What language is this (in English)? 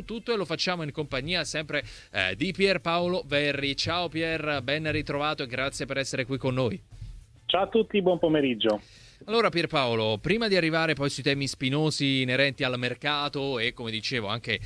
Italian